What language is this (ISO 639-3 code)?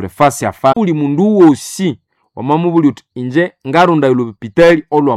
nnb